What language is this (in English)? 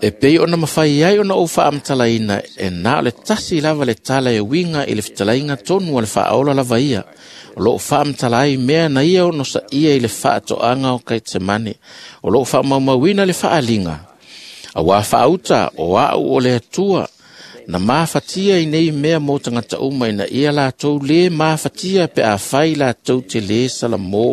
Samoan